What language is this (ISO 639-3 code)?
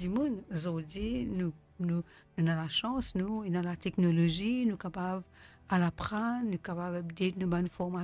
mfe